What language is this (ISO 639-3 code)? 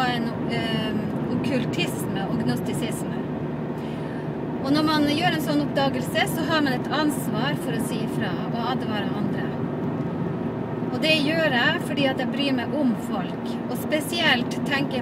nor